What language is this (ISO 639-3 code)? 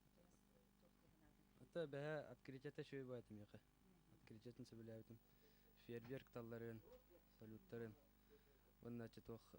sah